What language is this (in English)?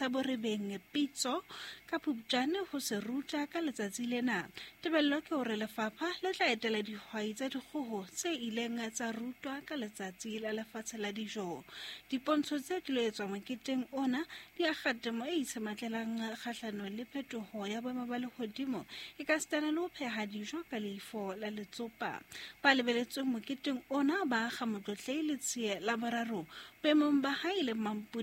Southern Sotho